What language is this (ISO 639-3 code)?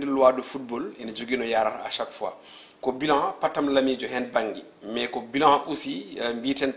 ful